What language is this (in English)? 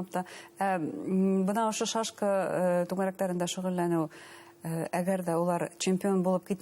Bashkir